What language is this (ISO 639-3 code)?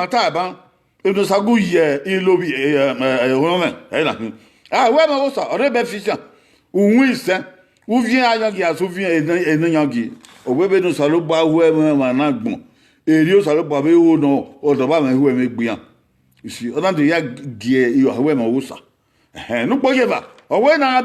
bin